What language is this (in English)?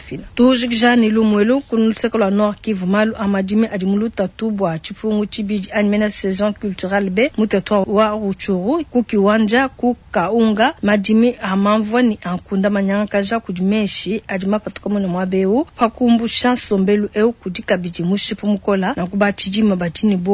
Luba-Lulua